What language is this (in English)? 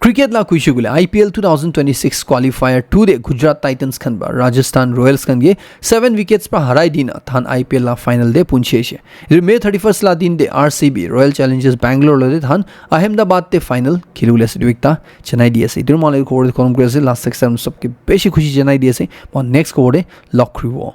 Naga Pidgin